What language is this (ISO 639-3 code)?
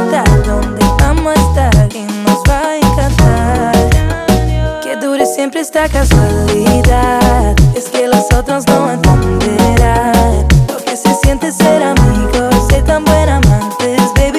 spa